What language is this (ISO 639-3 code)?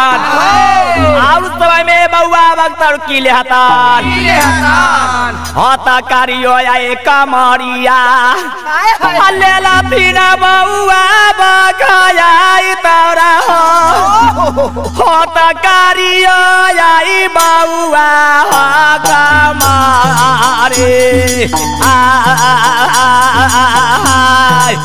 bho